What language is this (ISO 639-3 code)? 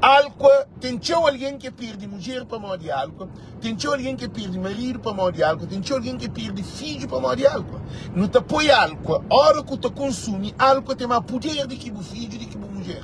kea